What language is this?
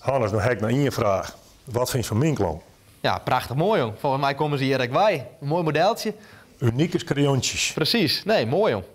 Western Frisian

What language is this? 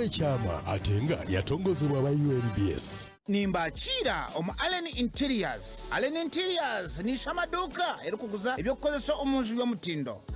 Nyankole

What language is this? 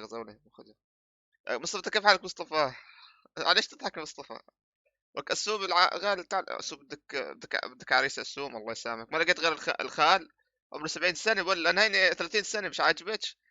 North Levantine Arabic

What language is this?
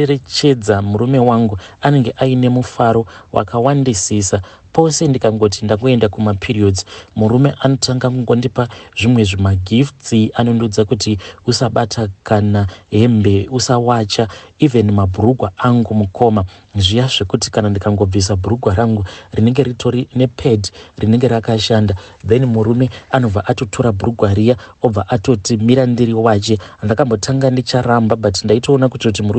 Shona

